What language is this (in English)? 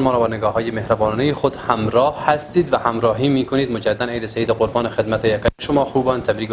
Persian